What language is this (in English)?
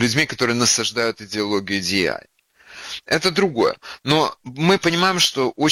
Russian